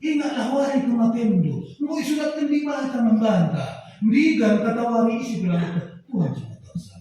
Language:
Batak Karo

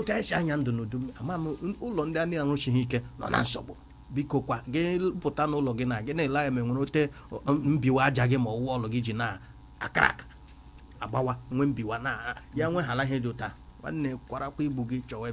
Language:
Igbo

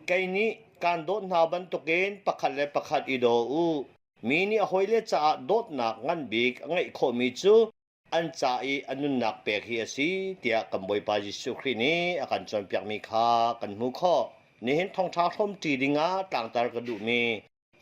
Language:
Hakha Chin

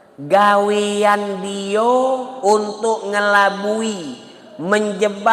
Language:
Musi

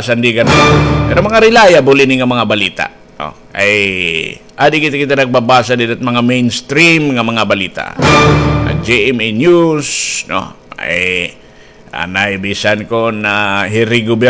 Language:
Waray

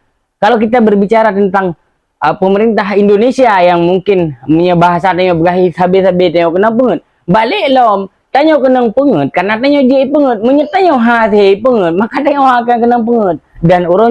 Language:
Achinese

